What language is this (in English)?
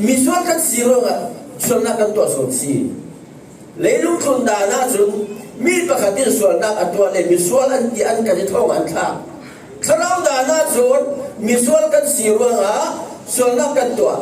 Falam Chin